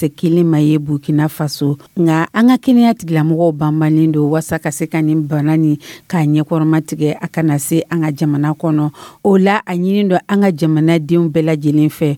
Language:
Dyula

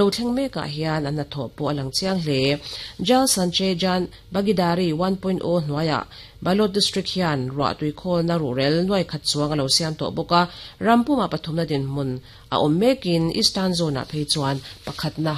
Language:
Mizo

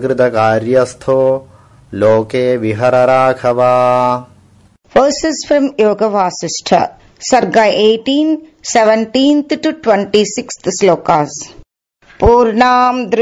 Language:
Sanskrit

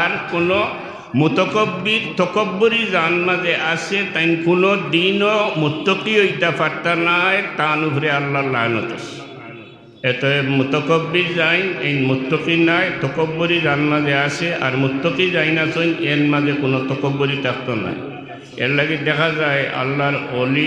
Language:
Sylheti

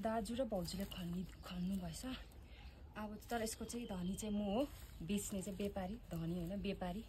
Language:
Nepali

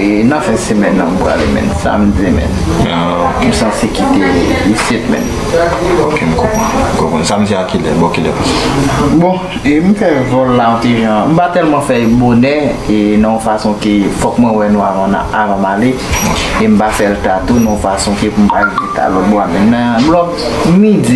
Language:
Haitian Creole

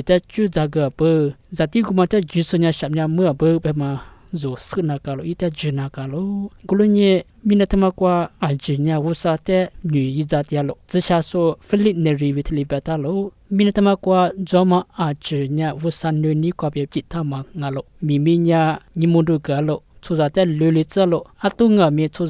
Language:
Lisu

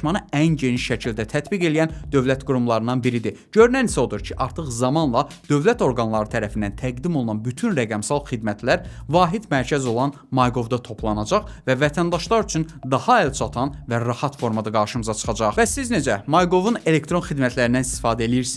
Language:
Azerbaijani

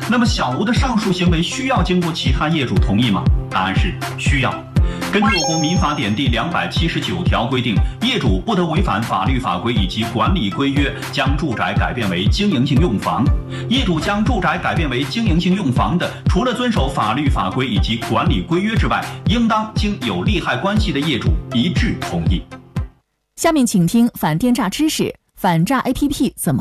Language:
Chinese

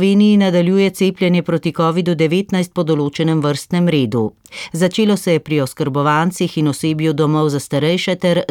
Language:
Slovenian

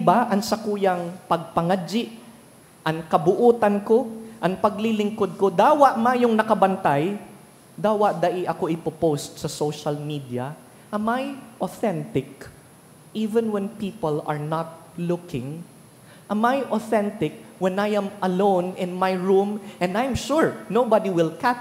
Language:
Bikol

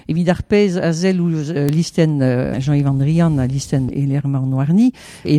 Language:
Breton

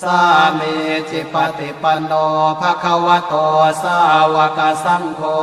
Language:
Pali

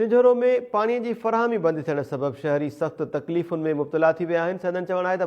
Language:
Sindhi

